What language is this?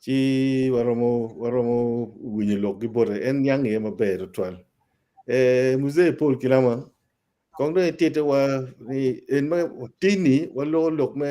Acoli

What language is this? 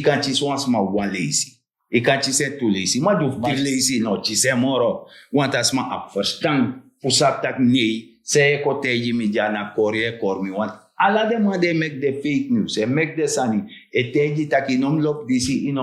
Sranan Tongo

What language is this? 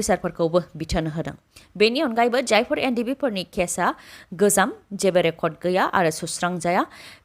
Bodo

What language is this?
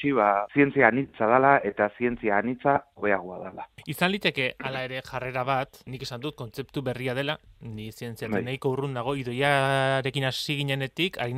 Basque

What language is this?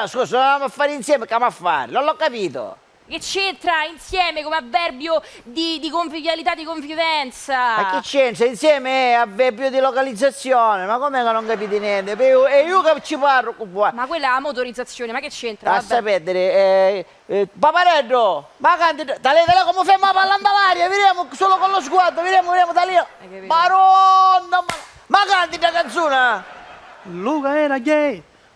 Sicilian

